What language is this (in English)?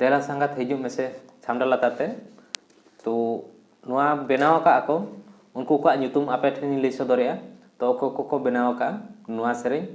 Santali